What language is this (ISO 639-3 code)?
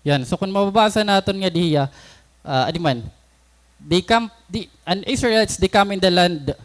war